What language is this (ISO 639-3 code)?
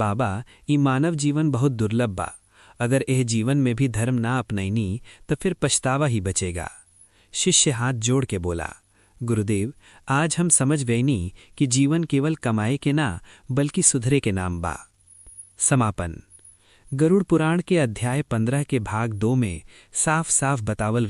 bho